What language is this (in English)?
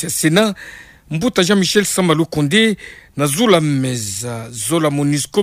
Kituba (Democratic Republic of Congo)